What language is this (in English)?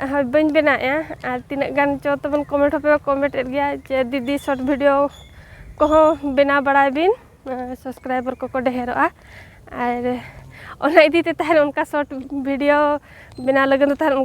Santali